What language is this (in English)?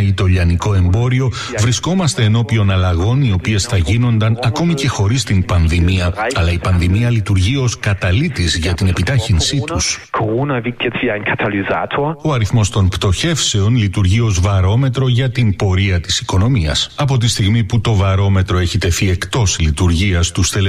Greek